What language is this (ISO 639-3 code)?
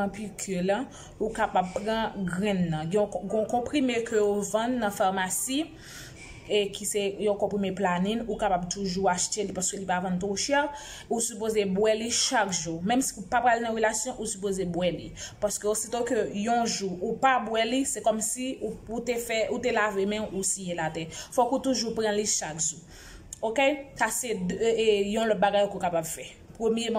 hat